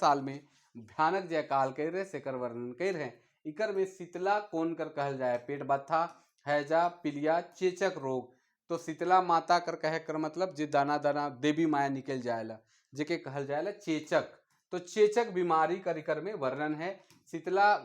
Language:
Sadri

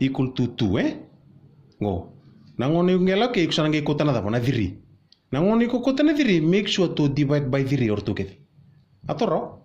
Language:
Fijian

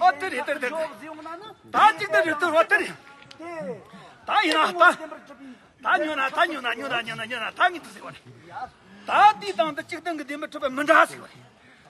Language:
Tibetan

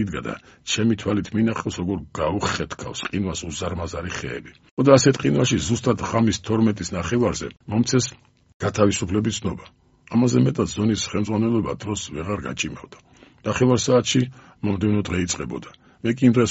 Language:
Georgian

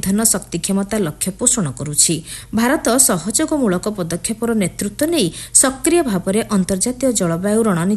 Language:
Odia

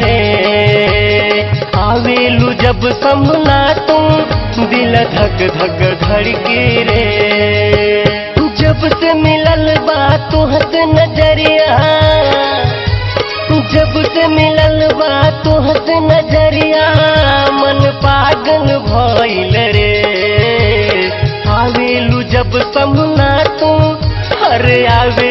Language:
Bhojpuri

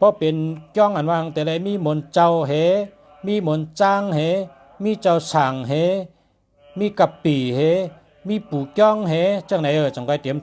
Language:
Shan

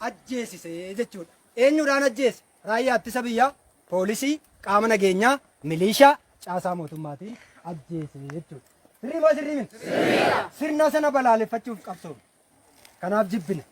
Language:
Oromo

